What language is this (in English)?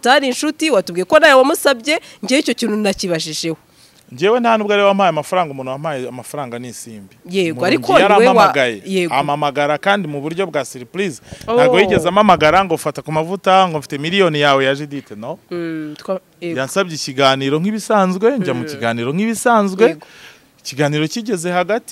Kinyarwanda